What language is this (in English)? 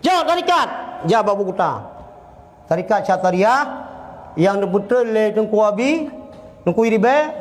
Achinese